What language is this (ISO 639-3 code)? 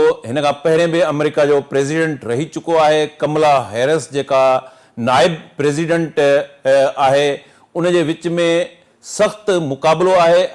snd